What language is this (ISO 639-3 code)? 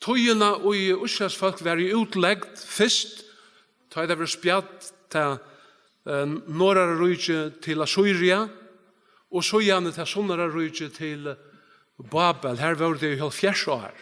fao